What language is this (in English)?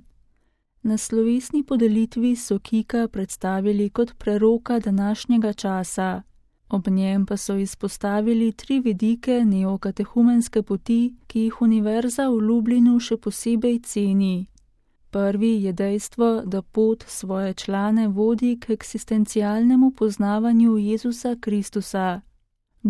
Slovenian